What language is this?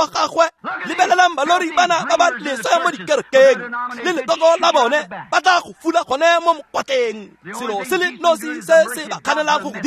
Tswana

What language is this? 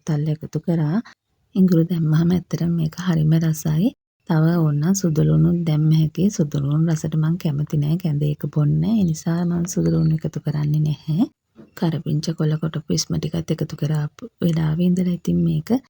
Sinhala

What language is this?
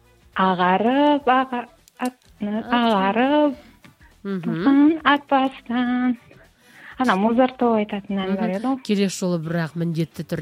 Kazakh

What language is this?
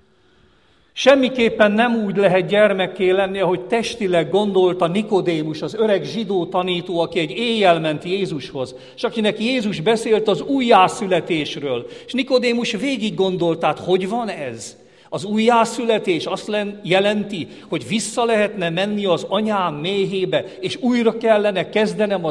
Hungarian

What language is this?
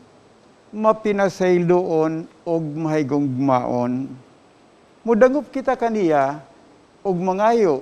Cebuano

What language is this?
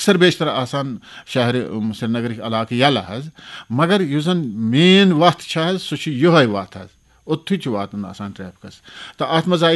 Kashmiri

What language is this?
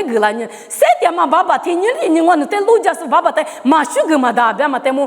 Lisu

